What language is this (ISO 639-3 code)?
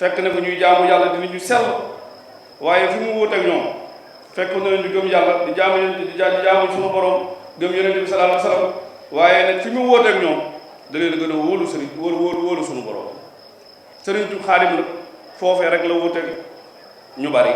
wol